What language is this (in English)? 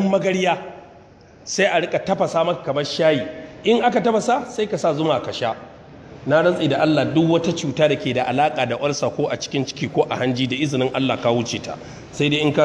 Hausa